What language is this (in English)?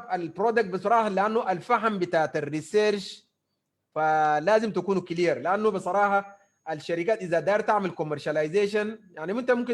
Sudanese Arabic